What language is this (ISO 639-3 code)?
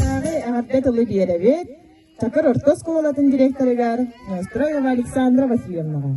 sah